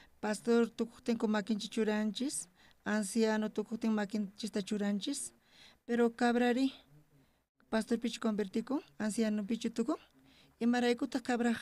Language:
South Bolivian Quechua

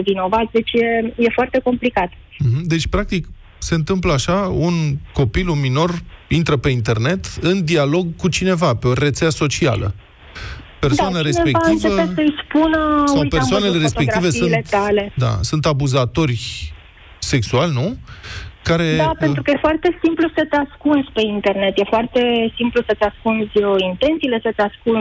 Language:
Romanian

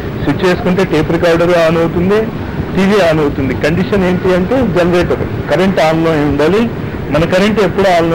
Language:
Telugu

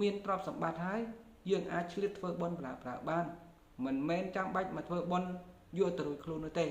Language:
Khmer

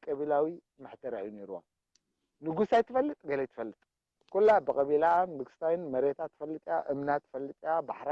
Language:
Tigrinya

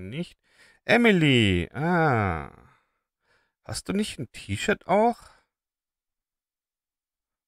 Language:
German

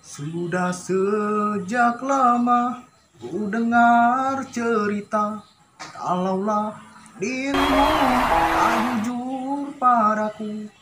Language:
Musi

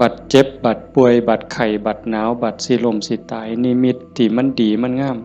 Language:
Northeastern Thai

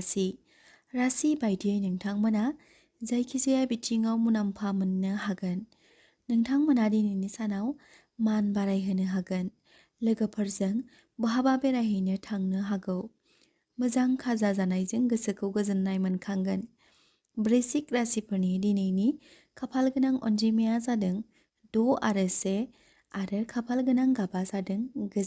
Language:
Bodo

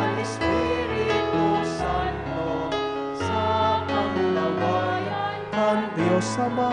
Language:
Bikol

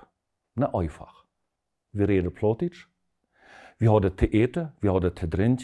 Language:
Plautdietsch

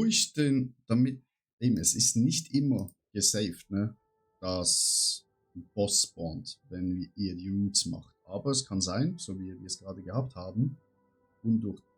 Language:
Swiss German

